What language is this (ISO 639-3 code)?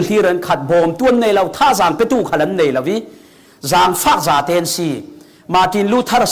cfm